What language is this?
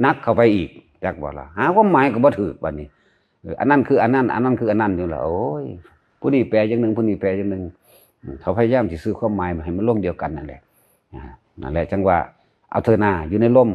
Northeastern Thai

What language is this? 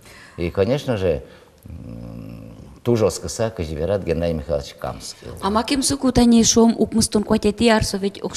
Udmurt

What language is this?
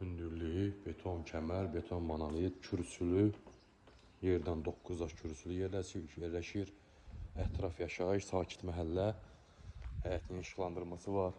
Azerbaijani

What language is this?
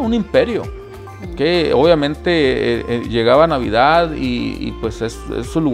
Spanish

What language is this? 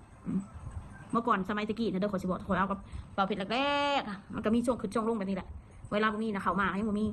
Northeastern Thai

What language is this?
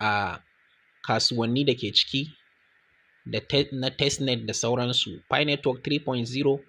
Hausa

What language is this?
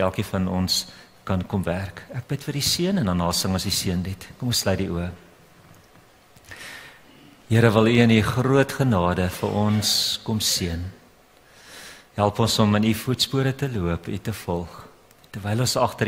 Afrikaans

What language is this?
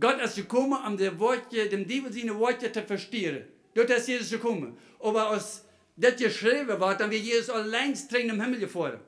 Plautdietsch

